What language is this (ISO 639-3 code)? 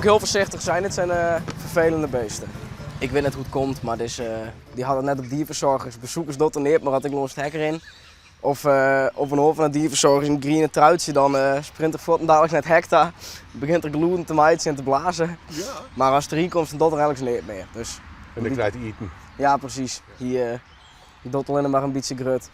fry